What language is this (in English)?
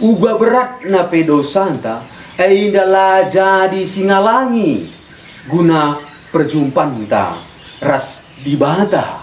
Batak Karo